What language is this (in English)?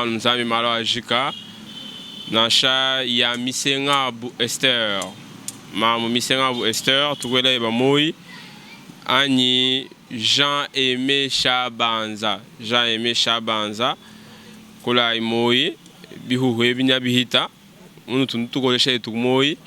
Luba-Lulua